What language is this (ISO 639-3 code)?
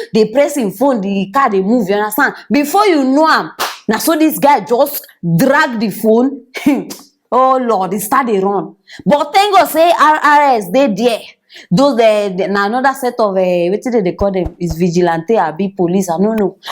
pcm